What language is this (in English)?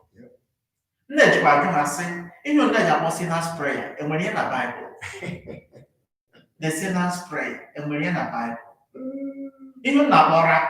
Igbo